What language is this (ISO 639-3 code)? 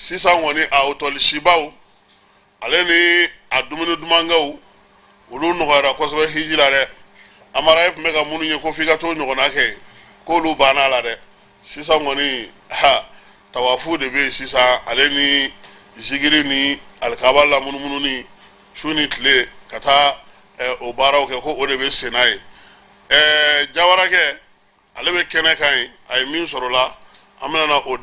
bam